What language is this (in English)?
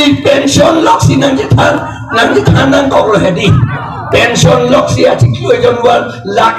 Karbi